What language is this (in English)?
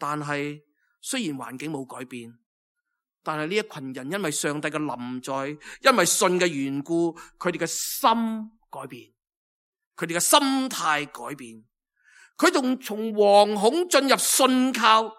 Cantonese